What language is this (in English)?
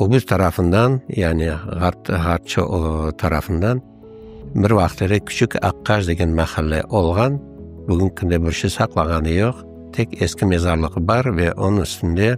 Crimean Tatar